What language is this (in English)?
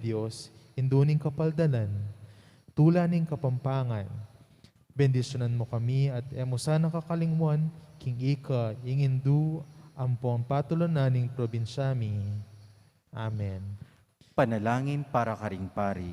Pampanga